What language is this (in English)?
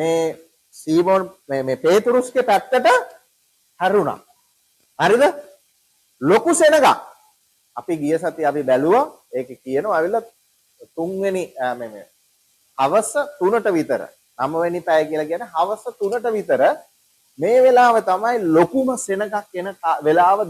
Sinhala